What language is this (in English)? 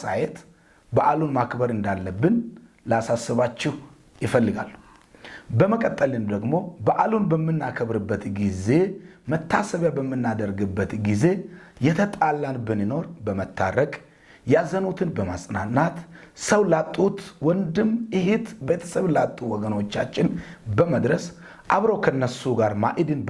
Amharic